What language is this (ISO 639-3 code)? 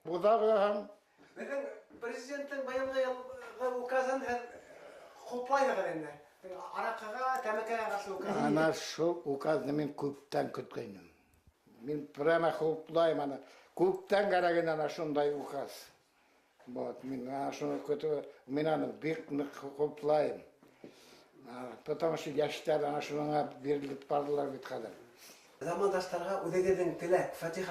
bak